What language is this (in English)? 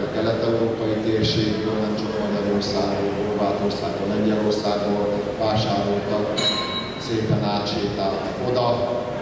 Hungarian